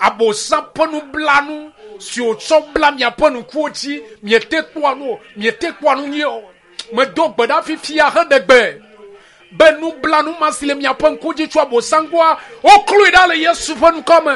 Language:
Ewe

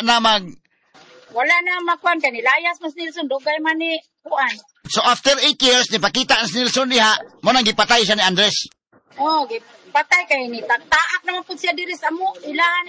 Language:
Cebuano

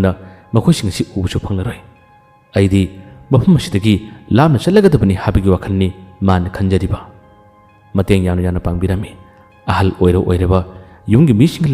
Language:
Manipuri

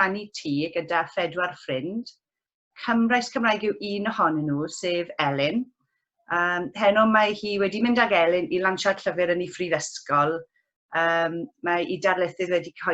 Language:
Welsh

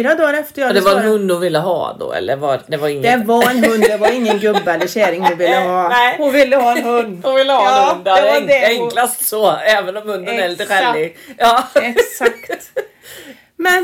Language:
Swedish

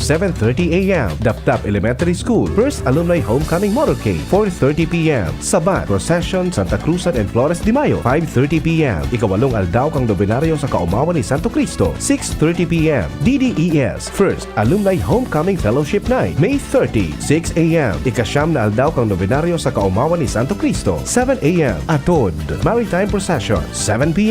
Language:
Bikol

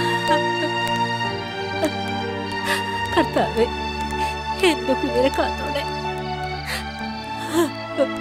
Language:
Malayalam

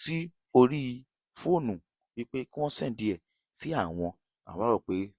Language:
Yoruba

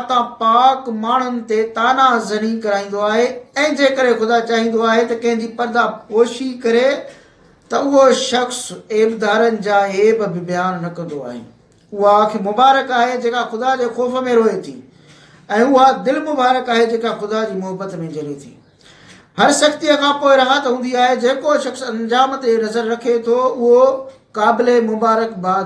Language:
Sindhi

